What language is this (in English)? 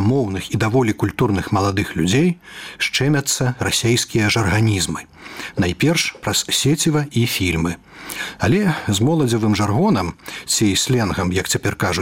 Belarusian